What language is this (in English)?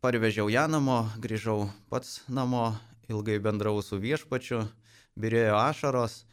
Lithuanian